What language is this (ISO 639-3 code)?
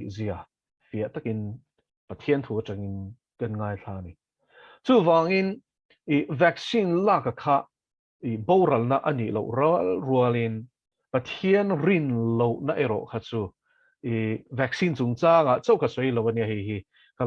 lus